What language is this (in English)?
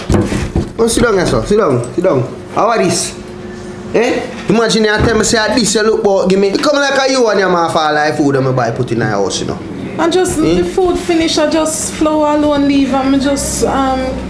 Jamaican Creole English